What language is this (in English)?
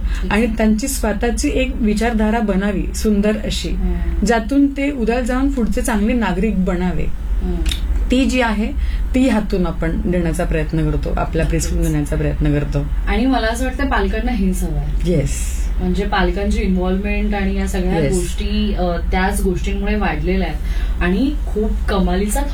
Marathi